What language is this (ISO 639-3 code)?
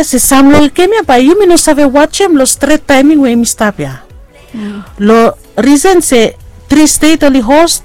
bis